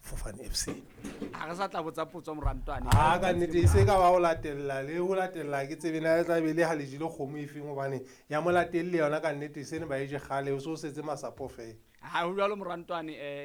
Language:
Southern Sotho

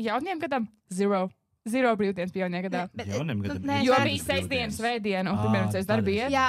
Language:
Latvian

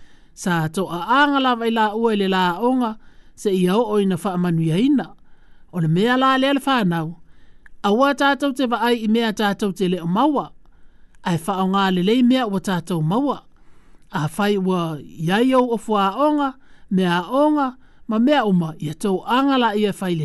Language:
Samoan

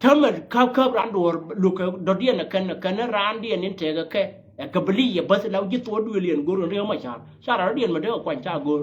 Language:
Nuer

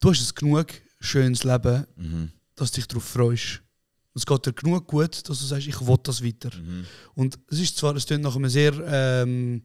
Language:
Swiss German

